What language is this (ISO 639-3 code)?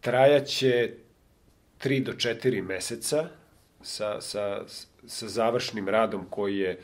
srp